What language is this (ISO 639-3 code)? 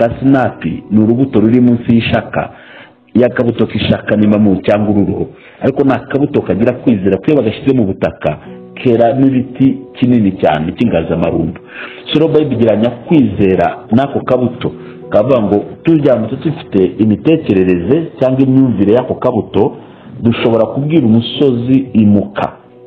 kin